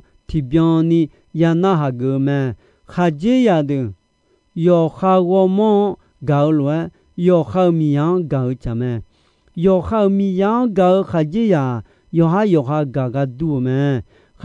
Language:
Akha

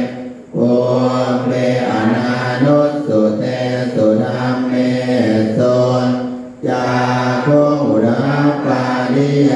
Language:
Pali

